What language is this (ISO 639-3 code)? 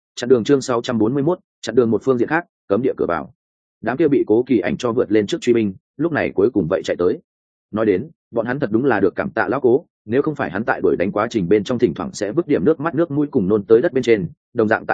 vie